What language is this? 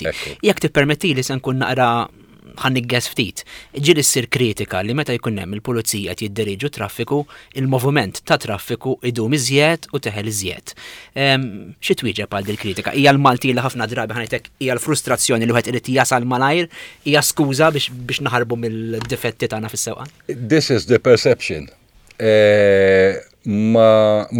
Maltese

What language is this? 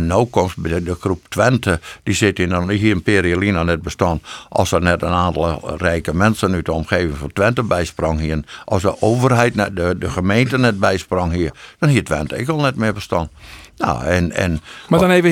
Western Frisian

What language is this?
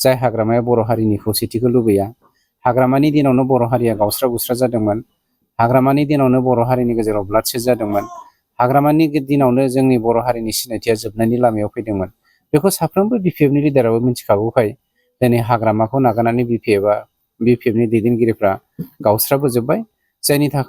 Bodo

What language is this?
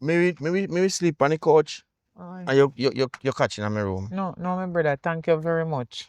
Jamaican Creole English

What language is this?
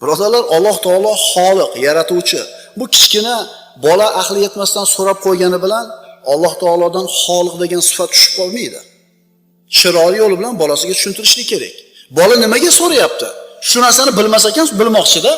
Uzbek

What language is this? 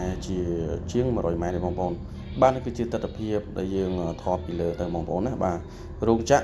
Khmer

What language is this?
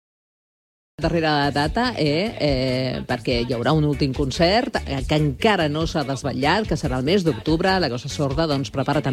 Catalan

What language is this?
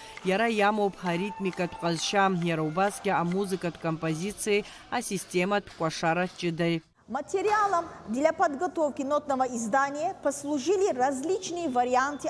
Abkhazian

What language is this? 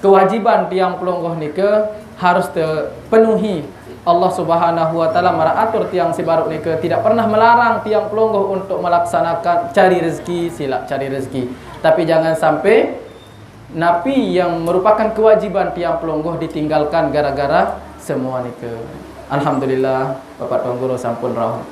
Sasak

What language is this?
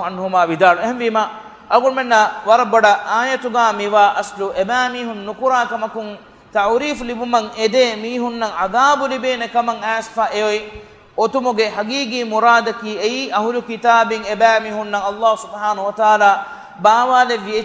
Divehi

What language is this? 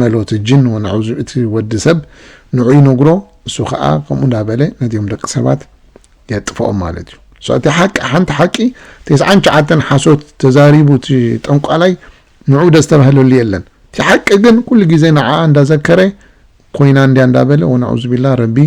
Tigrinya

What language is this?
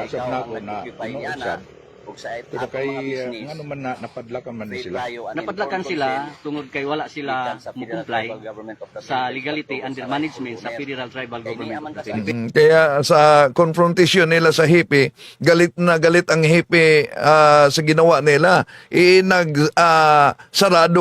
Cebuano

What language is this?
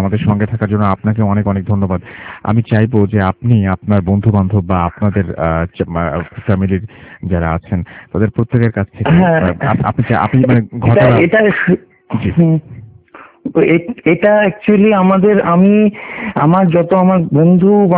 Bangla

